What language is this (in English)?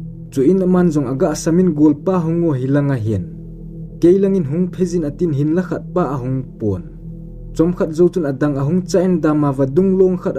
Thado Chin